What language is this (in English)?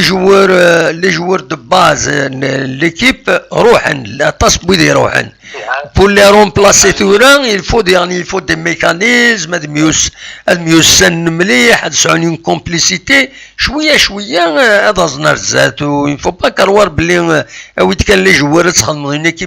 Kabyle